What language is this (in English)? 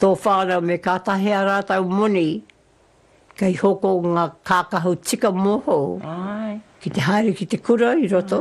Māori